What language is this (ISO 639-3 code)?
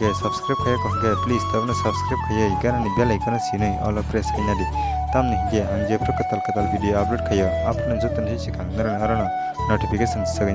trp